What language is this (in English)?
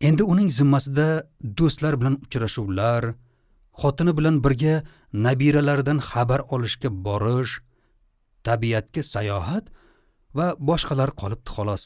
Uzbek